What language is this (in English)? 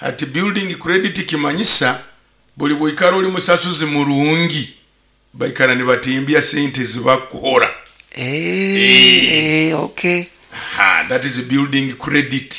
Nyoro